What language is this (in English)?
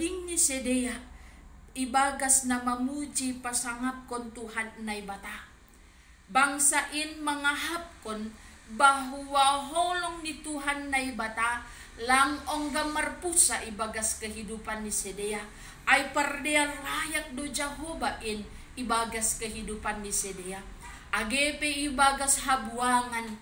Batak Simalungun